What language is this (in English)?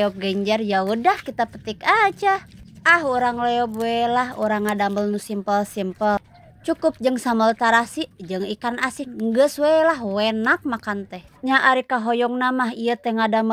Sundanese